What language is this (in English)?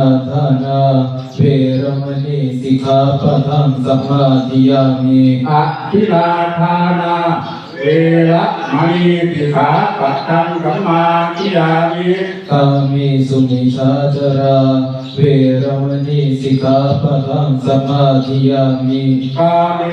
Pali